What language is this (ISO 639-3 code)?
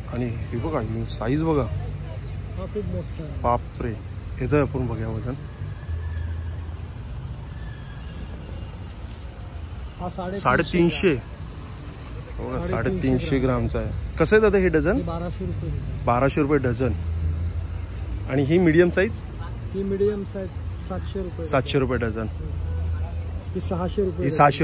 mar